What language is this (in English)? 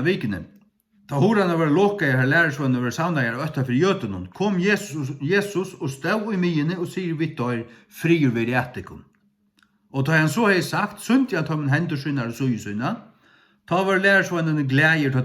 Faroese